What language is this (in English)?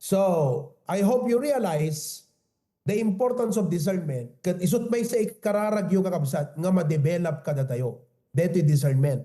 Iloko